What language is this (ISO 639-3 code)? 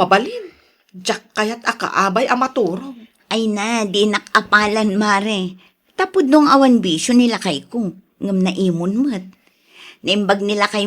ilo